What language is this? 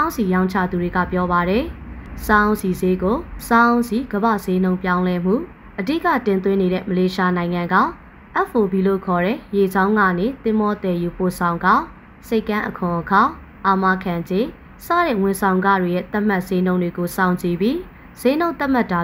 Burmese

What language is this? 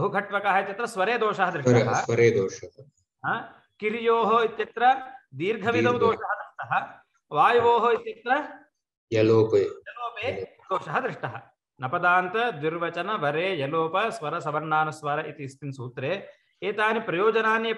Sanskrit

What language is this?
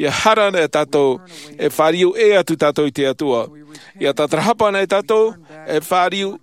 Tahitian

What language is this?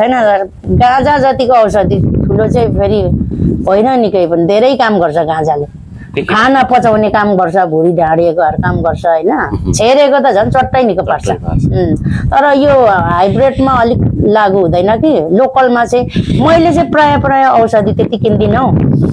Nepali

